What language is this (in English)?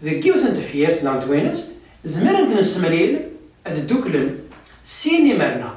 Kabyle